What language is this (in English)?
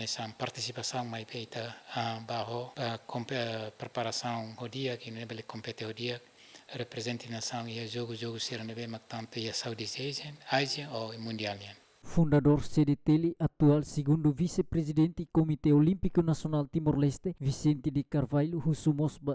Tetum